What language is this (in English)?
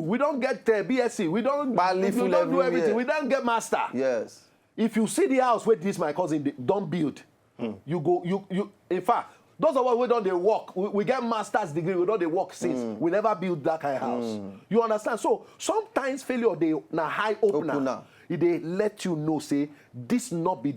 Nigerian Pidgin